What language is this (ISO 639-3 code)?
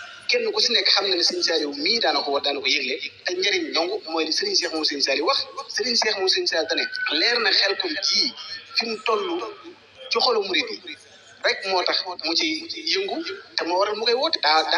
wol